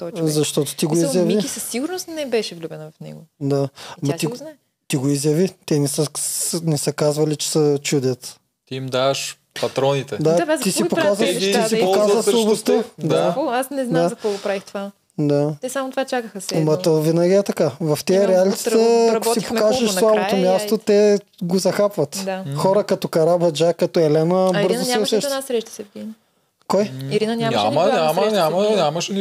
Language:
Bulgarian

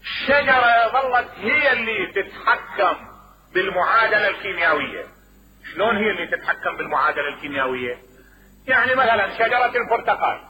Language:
Mesopotamian Arabic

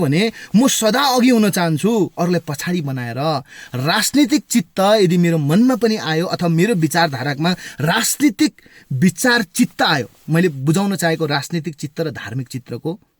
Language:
Nepali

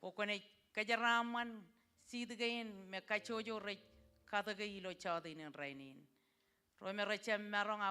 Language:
Marshallese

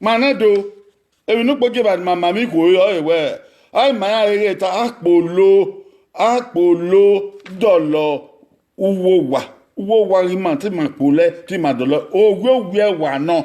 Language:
Bini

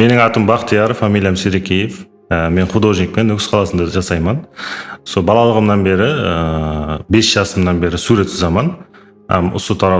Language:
Kara-Kalpak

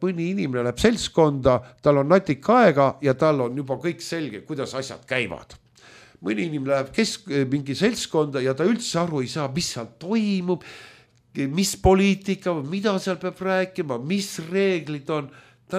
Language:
Estonian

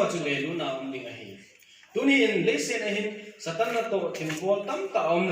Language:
Thado Chin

